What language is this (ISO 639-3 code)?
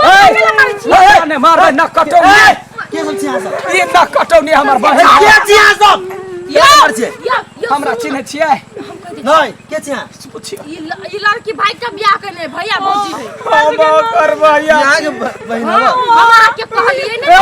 mai